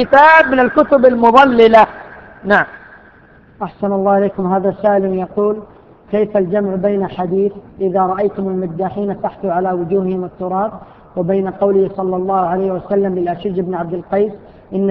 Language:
Arabic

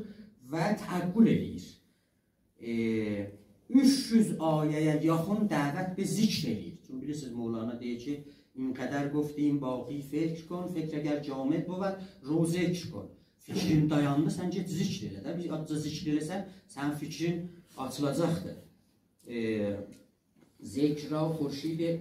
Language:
South Azerbaijani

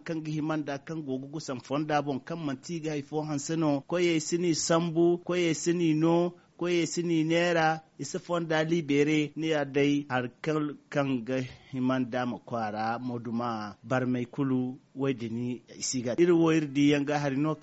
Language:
Zarma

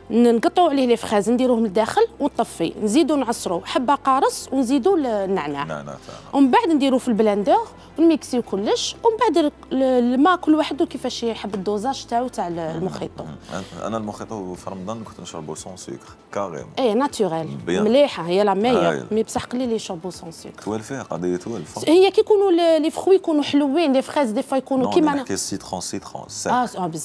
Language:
Algerian Arabic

